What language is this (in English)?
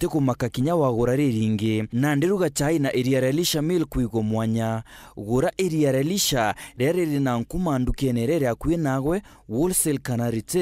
Meru